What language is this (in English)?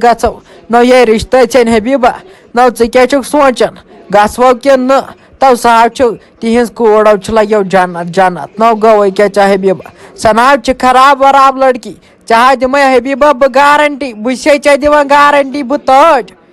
Kashmiri